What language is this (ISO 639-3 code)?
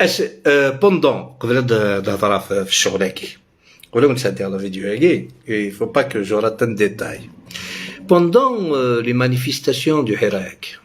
arq